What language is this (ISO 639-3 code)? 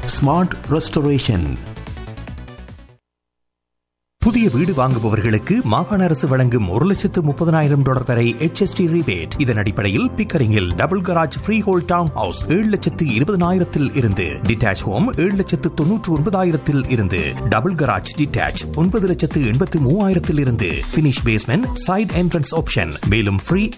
tam